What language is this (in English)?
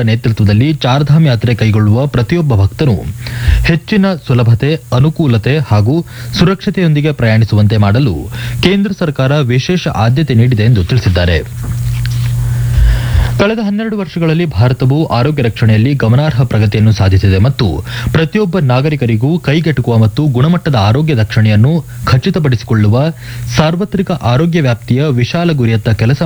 Kannada